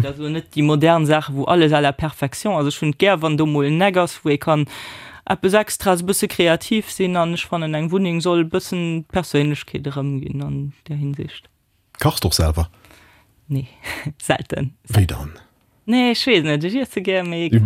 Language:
Luxembourgish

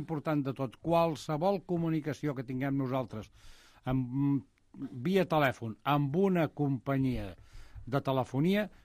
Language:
Catalan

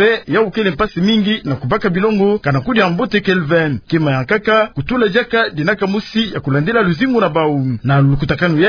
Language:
Kituba (Democratic Republic of Congo)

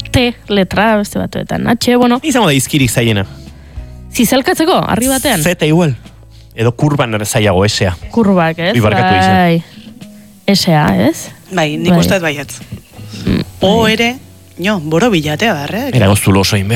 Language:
Basque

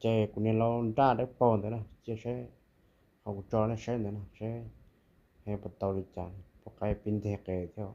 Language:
Hmong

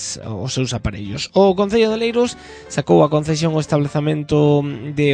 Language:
Galician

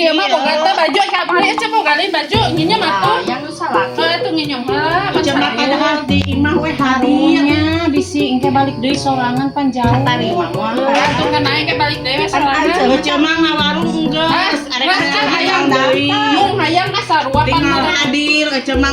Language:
Sundanese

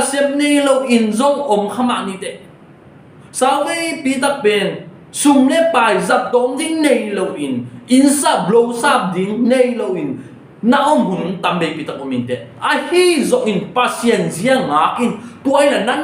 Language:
Tedim Chin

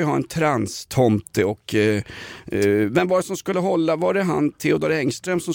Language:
Swedish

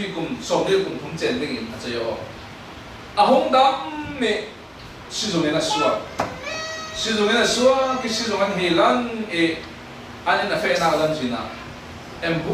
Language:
Falam Chin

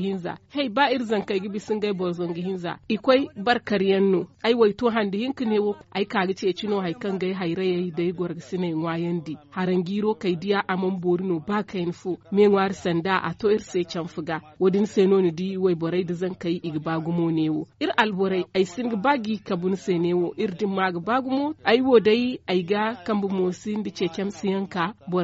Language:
Zarma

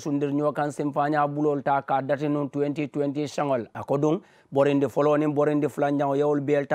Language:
Mandingo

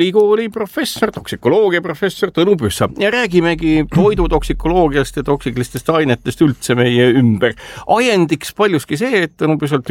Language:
Estonian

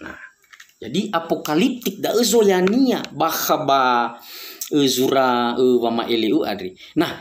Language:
Nias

